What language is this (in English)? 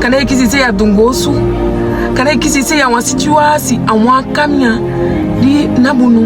Saramaccan